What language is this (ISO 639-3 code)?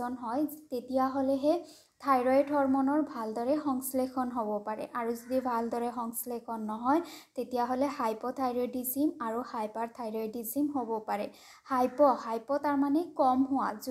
asm